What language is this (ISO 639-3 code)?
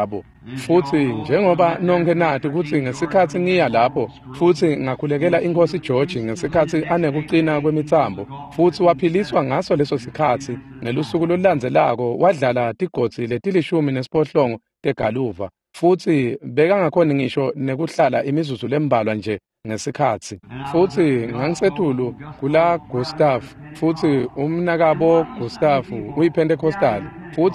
ssw